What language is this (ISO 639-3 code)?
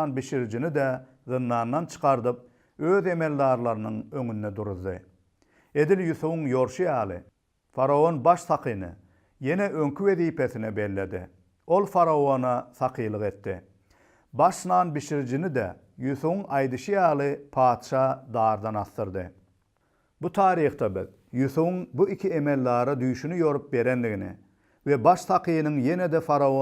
tuk